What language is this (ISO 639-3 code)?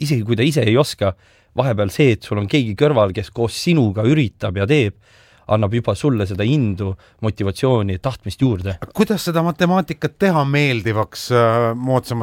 est